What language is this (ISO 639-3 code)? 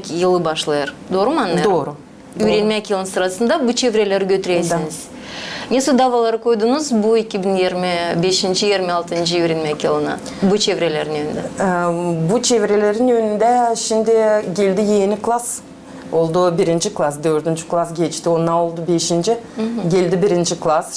gag